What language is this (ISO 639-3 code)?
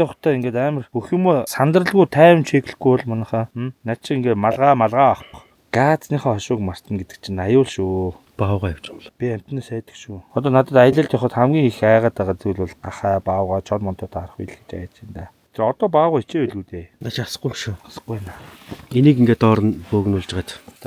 mon